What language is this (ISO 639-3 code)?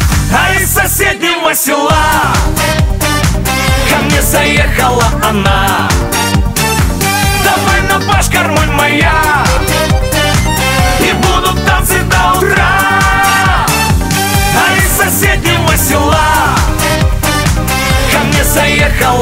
rus